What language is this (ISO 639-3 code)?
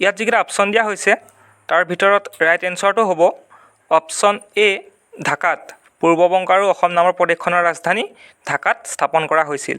asm